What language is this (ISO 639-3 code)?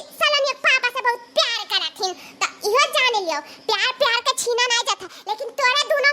awa